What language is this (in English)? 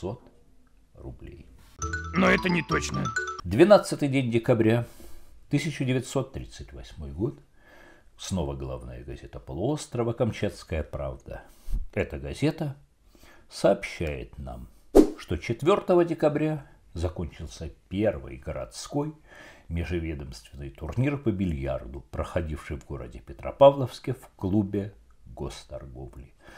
Russian